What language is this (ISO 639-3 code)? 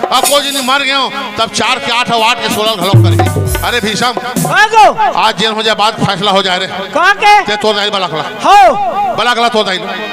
hne